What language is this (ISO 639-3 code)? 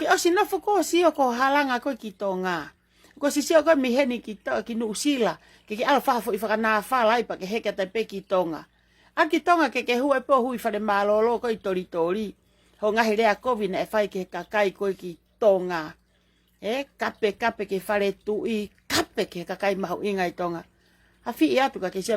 ton